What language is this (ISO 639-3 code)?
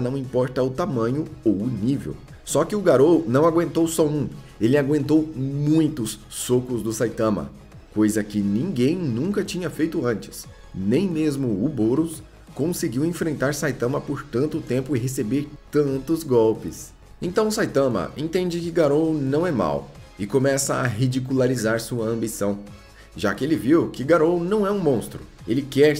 por